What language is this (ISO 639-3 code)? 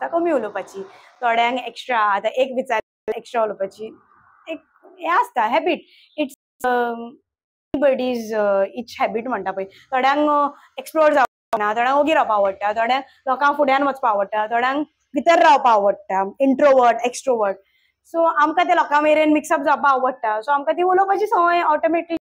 kok